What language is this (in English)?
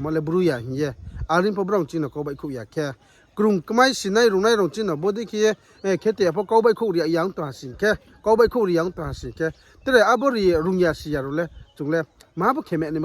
Riang (India)